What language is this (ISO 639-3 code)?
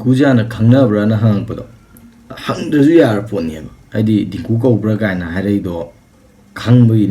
mni